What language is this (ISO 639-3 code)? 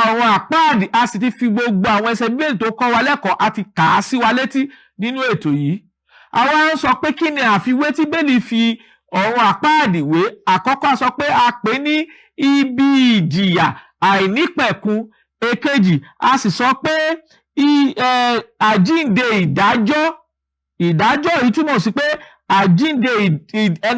yor